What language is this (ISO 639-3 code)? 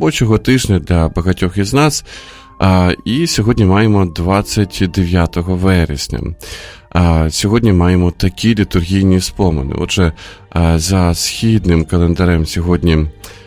ukr